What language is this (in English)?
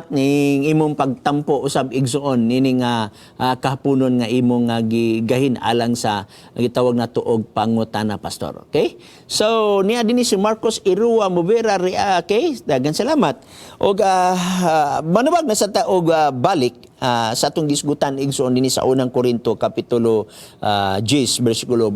Cebuano